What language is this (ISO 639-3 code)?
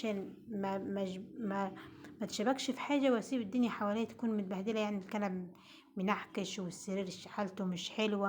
arz